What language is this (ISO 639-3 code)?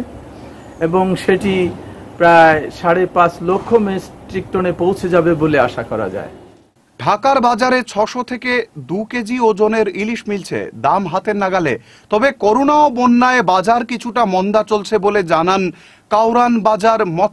ben